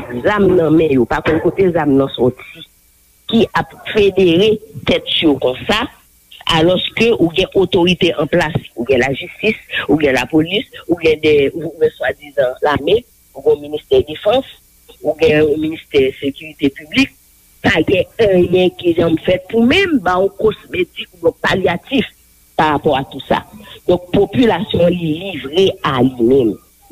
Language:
Haitian Creole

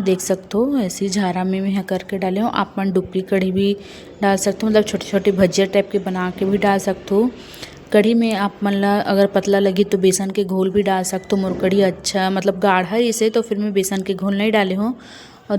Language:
Chhattisgarhi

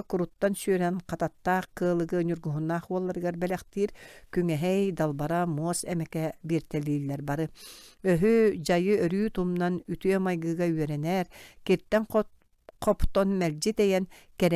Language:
Yakut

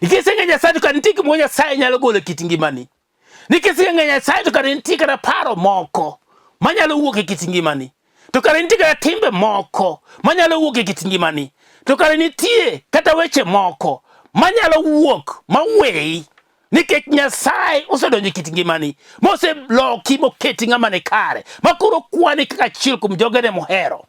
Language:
Luo (Kenya and Tanzania)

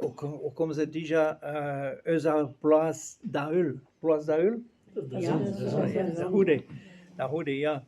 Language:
Breton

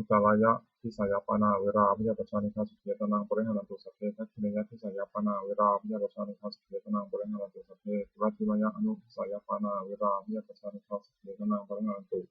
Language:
Pali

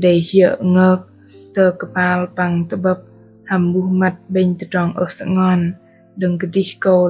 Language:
Bahnar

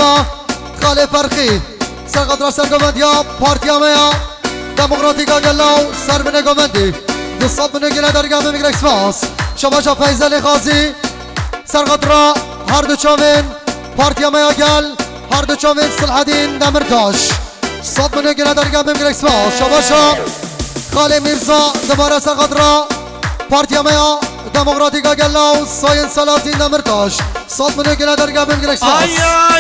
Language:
Kurdish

